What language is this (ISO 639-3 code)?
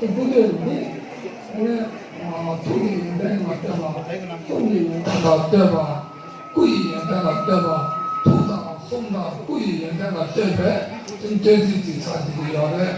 bod